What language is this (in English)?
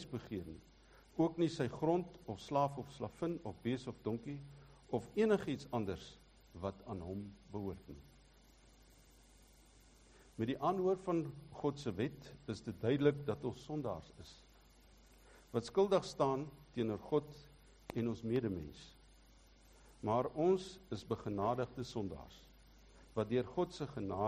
Afrikaans